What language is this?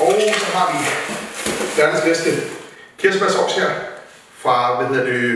Danish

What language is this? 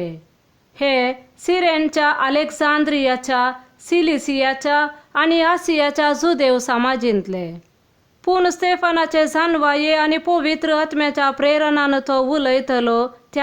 Konkani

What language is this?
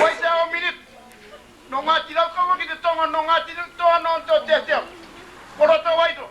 Māori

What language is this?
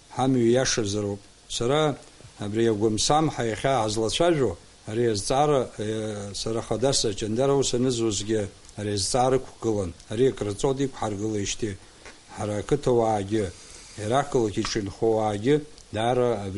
Abkhazian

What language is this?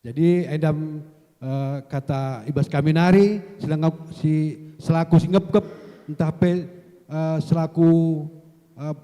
Batak Karo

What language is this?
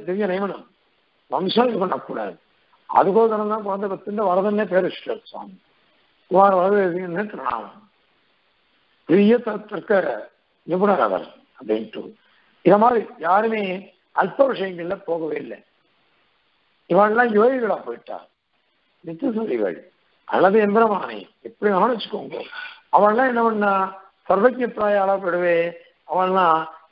Tamil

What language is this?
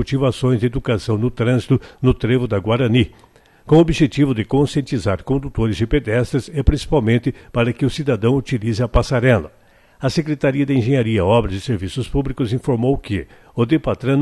Portuguese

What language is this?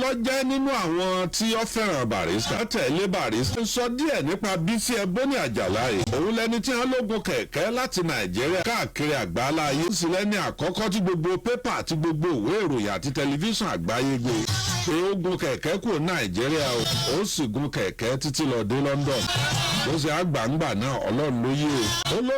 Yoruba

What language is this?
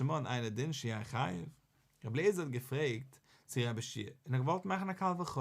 Yiddish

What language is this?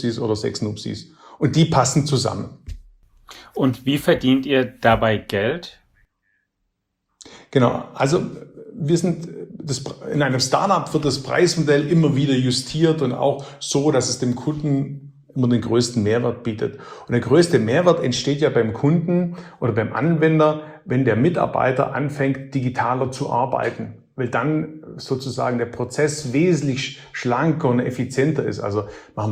German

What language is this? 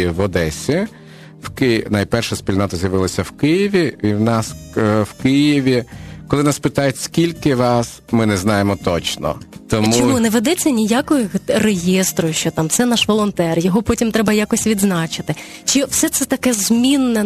Ukrainian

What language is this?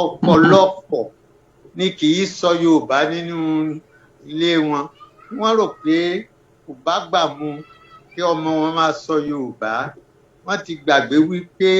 Yoruba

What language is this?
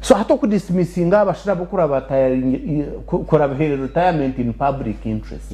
Nyankole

